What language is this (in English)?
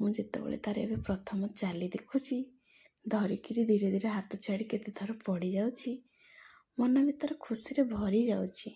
Odia